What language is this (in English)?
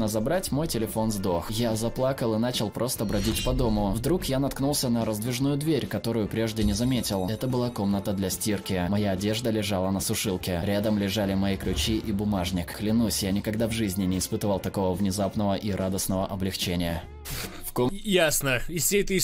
Russian